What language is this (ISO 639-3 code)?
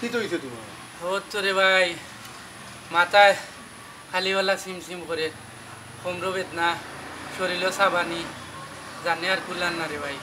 syl